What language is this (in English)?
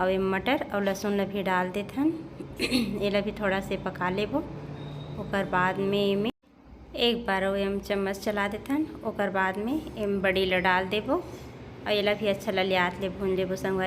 Chhattisgarhi